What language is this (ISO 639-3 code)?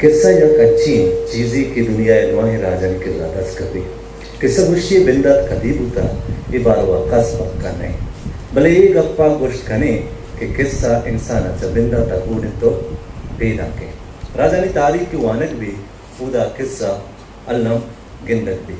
bgp